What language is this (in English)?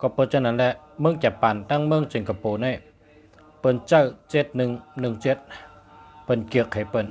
Shan